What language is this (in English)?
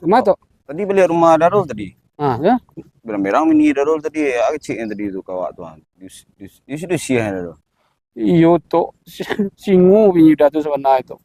Minangkabau